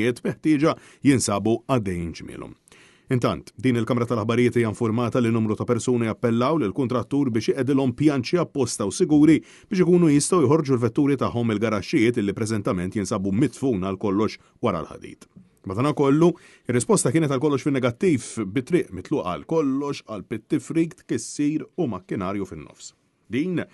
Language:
Maltese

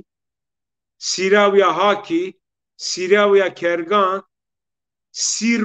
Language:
Zaza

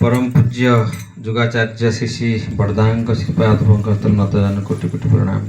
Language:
Odia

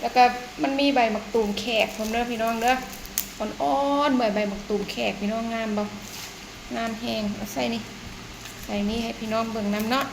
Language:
Northeastern Thai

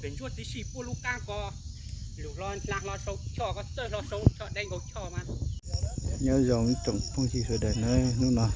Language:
Hmong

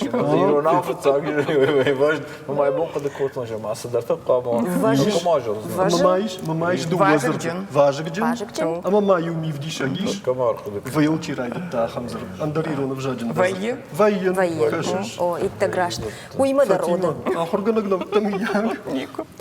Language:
Ossetic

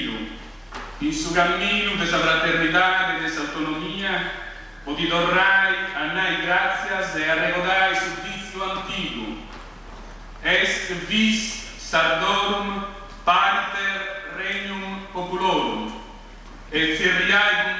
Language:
Sardinian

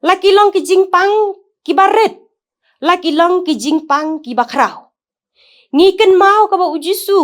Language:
Khasi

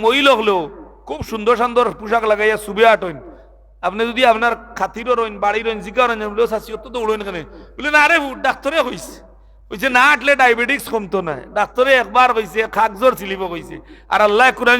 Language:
Sylheti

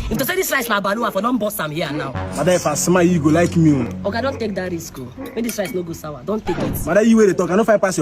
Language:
Nigerian Pidgin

